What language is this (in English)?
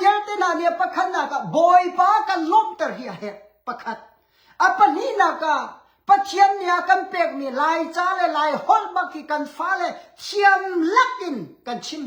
Hakha Chin